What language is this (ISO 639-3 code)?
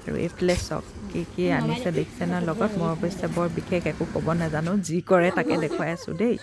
asm